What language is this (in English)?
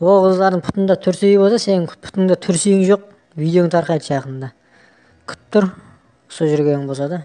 Kyrgyz